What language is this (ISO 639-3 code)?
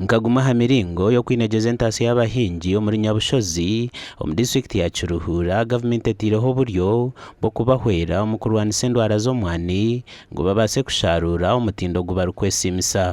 nyn